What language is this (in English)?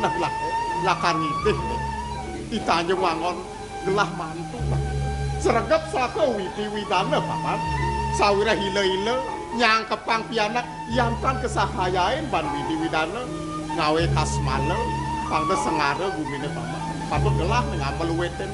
Balinese